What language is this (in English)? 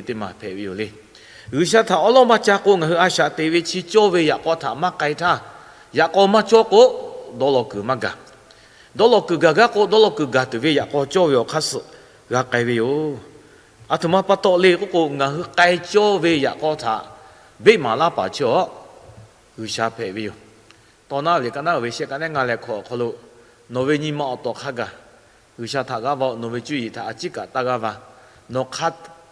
Lahu